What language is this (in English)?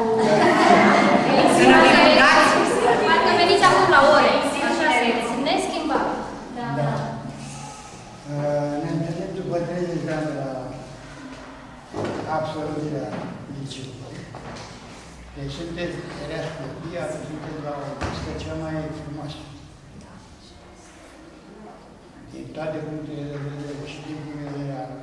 Romanian